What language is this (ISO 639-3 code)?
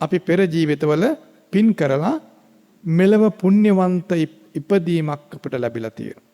sin